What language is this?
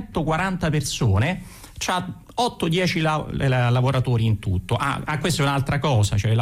Italian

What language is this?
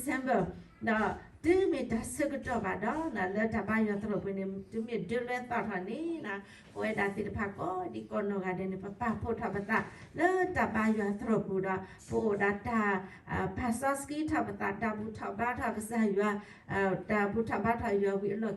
S'gaw Karen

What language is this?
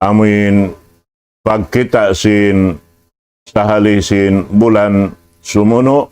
Tausug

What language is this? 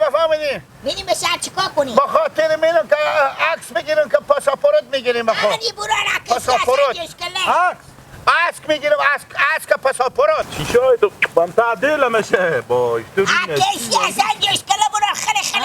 Hazaragi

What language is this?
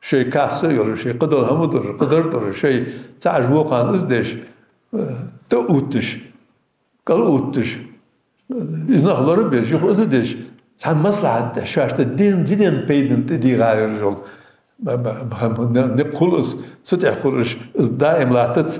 Ingush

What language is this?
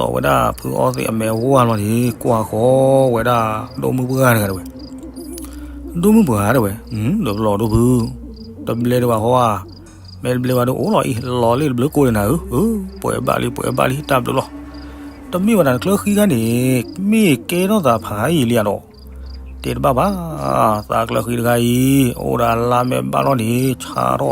S'gaw Karen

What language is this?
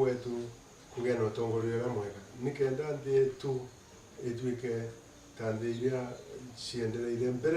Meru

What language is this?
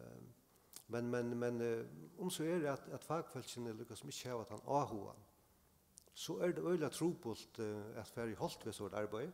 Faroese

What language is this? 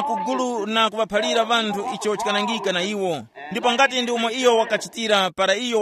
Tumbuka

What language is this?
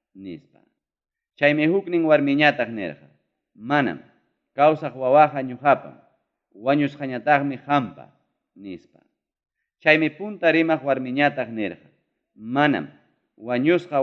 Ayacucho Quechua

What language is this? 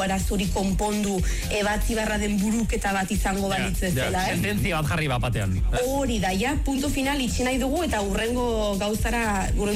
Basque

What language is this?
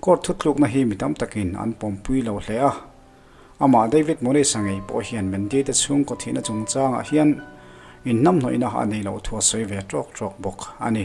Mizo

